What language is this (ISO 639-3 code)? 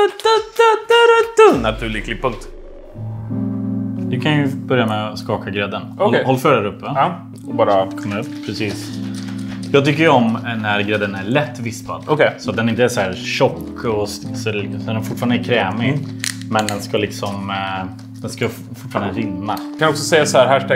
swe